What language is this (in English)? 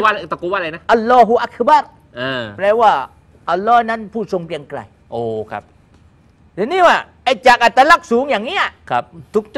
Thai